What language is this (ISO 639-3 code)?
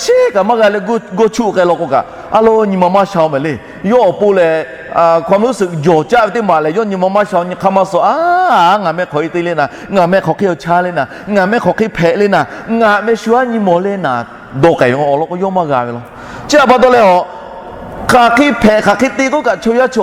lhu